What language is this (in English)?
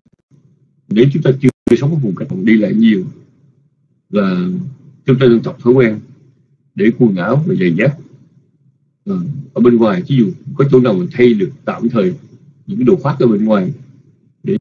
Vietnamese